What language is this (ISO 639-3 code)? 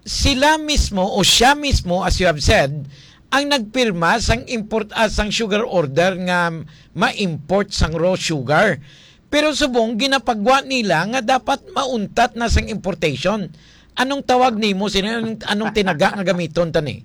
hil